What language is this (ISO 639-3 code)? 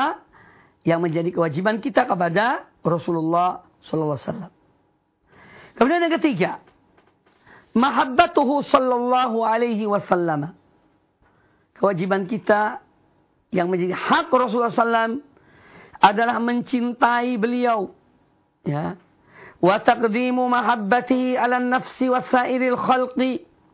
ind